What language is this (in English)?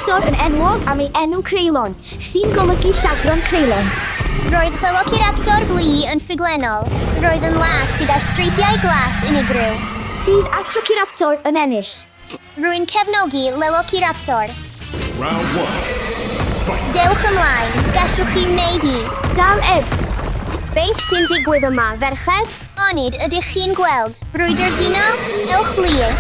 Welsh